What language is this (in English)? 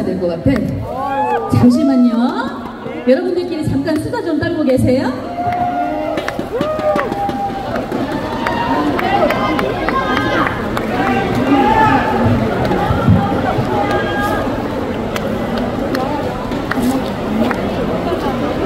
Korean